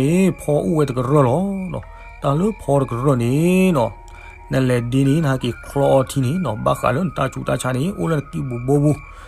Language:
S'gaw Karen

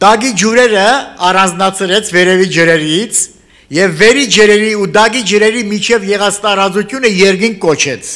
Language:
Armenian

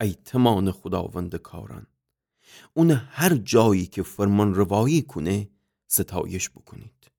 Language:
Gilaki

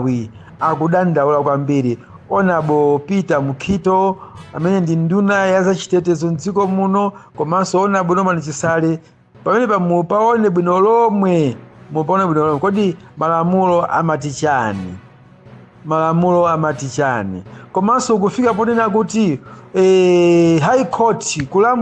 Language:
Nyanja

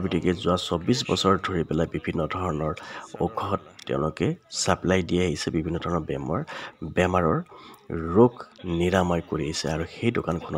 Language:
Assamese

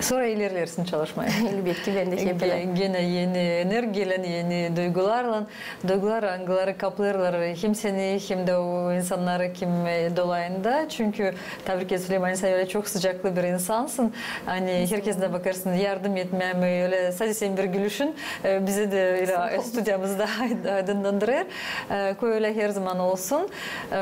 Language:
Gagauz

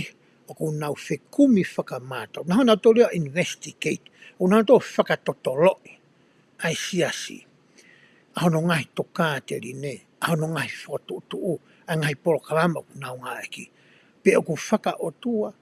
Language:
Tongan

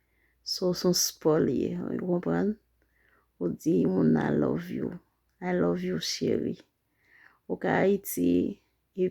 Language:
Haitian Creole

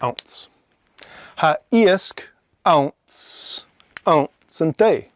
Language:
Scottish Gaelic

